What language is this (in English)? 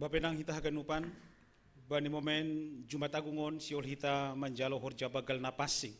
Batak Simalungun